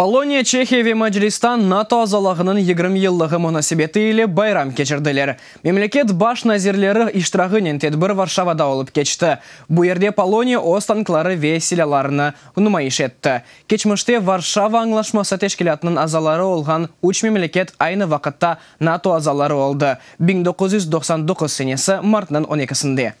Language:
Crimean Tatar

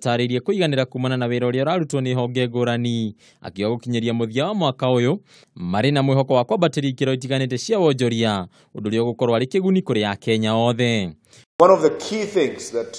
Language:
Kikuyu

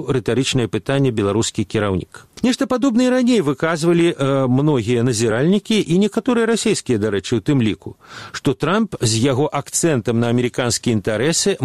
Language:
Belarusian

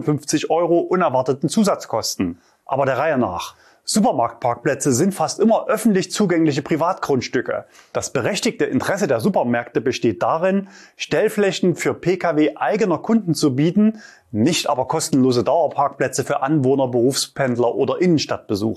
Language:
German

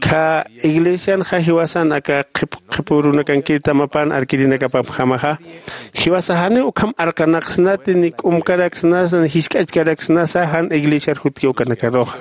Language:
Aymara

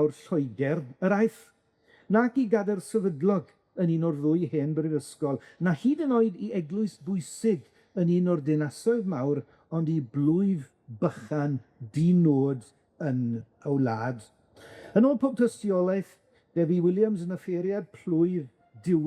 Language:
Welsh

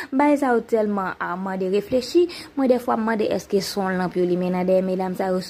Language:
Haitian Creole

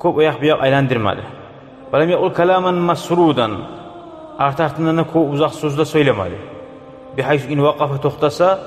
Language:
Kumyk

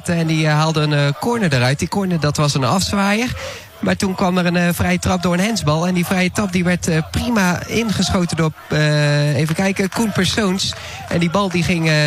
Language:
Dutch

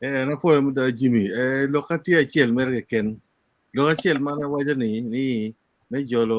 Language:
Acoli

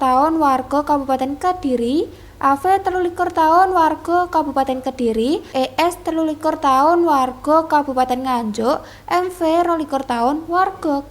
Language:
Javanese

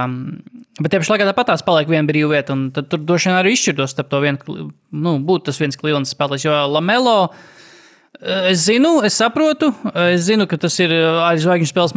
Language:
Latvian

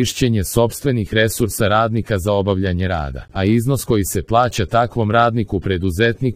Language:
Serbian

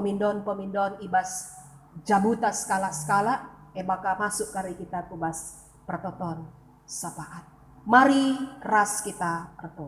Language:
Batak Karo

